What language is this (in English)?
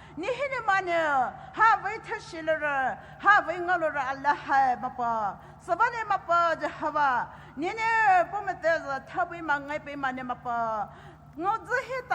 Poumei Naga